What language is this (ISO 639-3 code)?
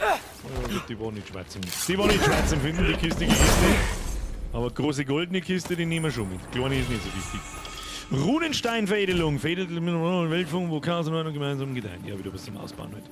bar